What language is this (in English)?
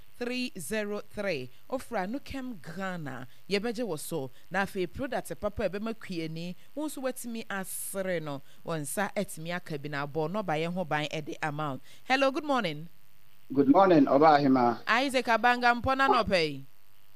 Akan